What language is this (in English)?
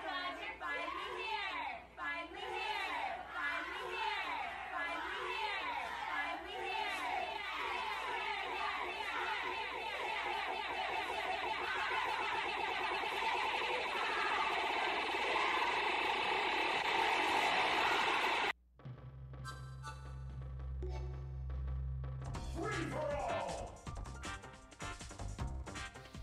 English